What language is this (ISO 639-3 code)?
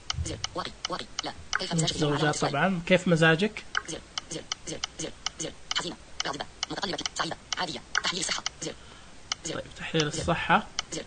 ars